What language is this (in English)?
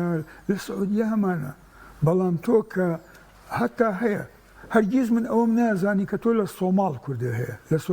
Central Kurdish